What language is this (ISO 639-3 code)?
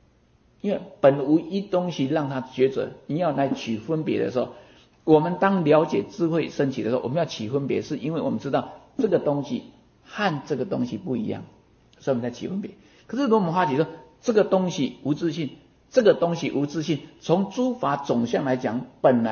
zho